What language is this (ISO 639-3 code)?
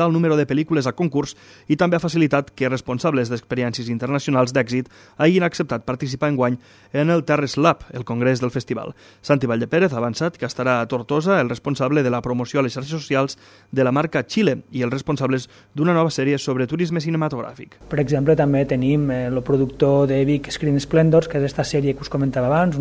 cat